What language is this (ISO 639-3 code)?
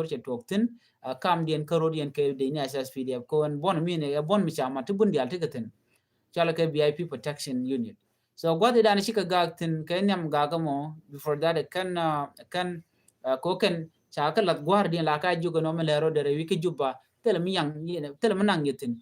nus